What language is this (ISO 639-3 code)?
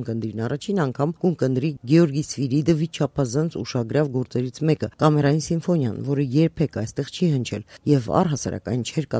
hye